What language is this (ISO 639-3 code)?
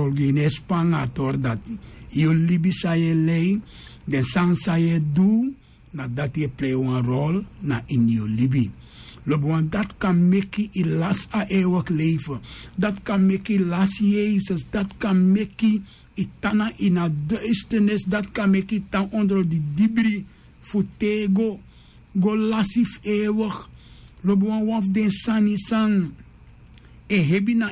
srn